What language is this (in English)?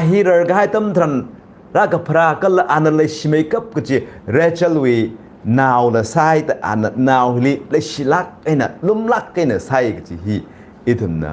Tangkhul Naga (India)